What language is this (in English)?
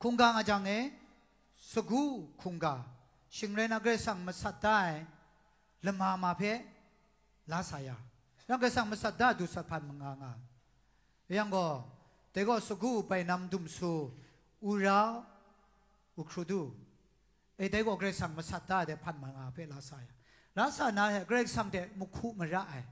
Kachin